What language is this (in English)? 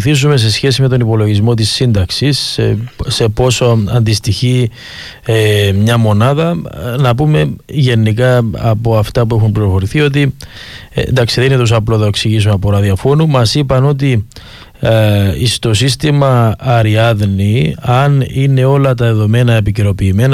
Greek